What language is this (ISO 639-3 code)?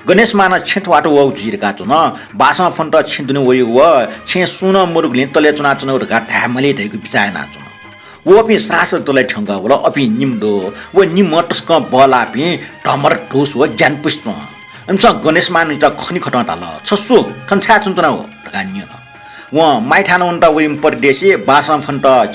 new